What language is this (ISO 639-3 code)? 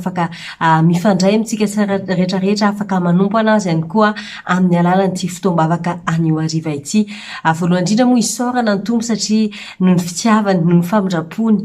mlg